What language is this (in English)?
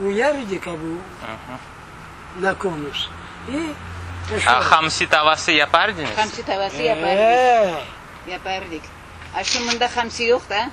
Crimean Tatar